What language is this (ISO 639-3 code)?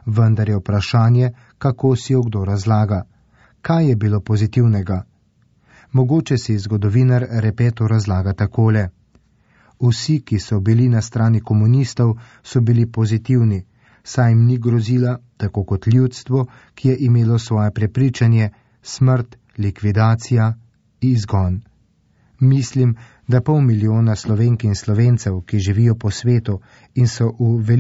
slv